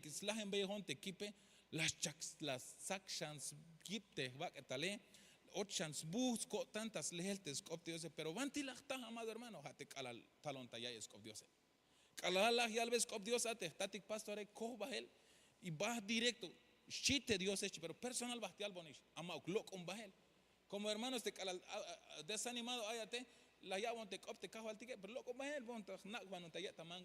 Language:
Tzeltal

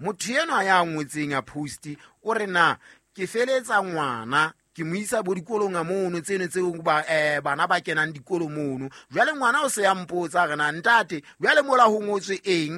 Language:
Southern Sotho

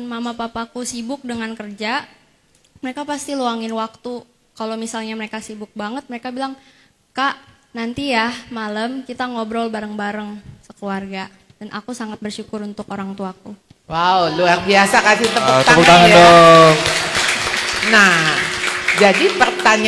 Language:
Indonesian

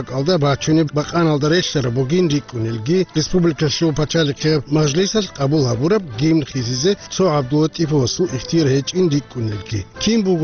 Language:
Avaric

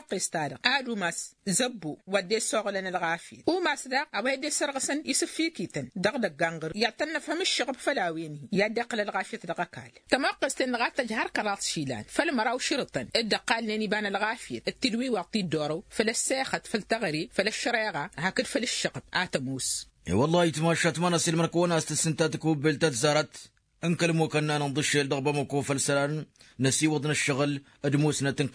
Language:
Tamasheq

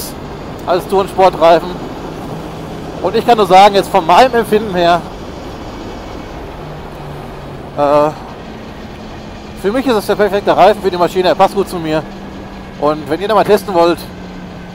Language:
German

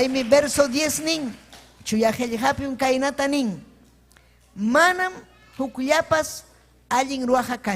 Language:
Ayacucho Quechua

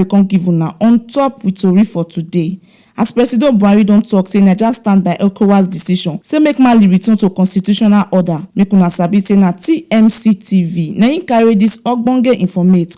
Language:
Nigerian Pidgin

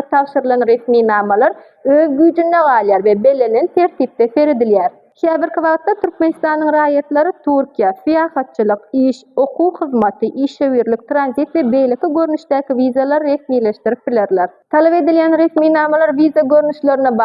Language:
Turkmen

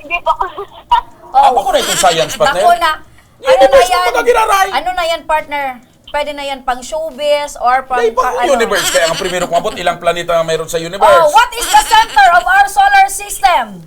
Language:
Bikol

